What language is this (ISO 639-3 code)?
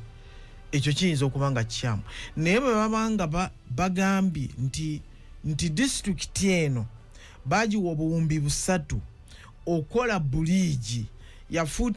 lug